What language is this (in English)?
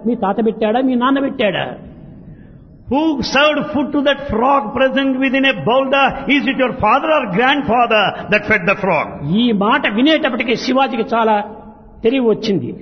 Telugu